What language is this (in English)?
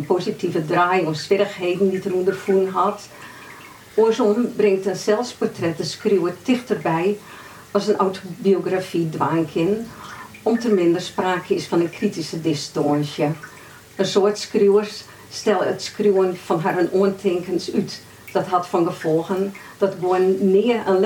Western Frisian